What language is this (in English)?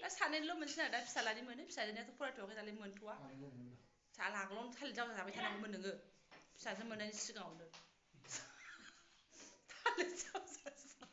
Bodo